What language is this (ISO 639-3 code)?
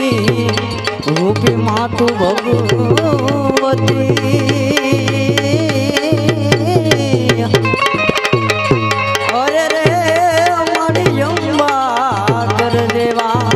guj